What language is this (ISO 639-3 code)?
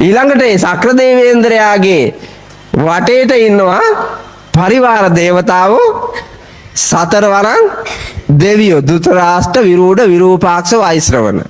sin